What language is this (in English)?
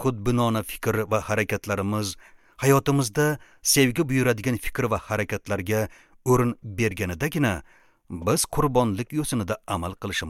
Uzbek